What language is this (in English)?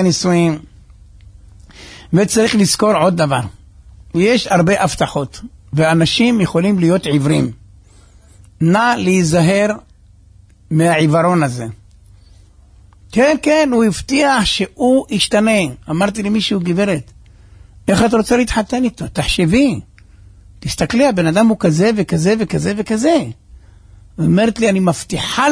Hebrew